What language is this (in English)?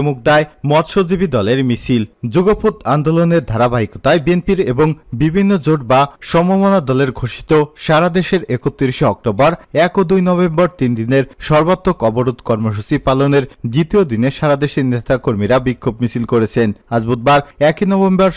Bangla